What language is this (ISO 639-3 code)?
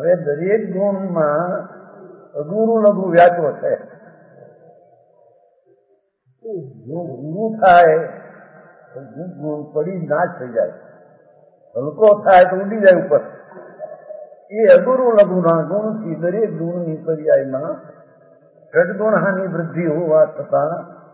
guj